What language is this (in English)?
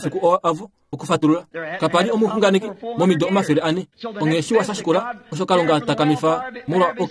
Kuanyama